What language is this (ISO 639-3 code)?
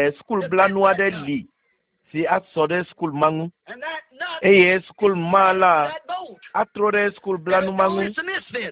ewe